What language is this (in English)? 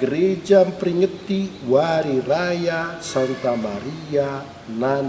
Batak Karo